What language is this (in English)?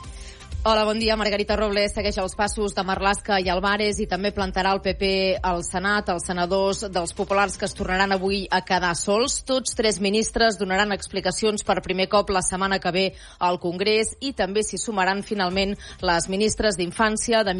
Catalan